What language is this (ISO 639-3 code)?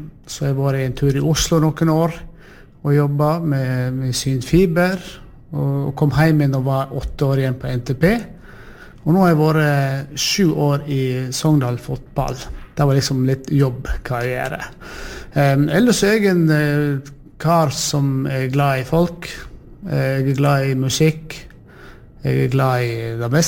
nor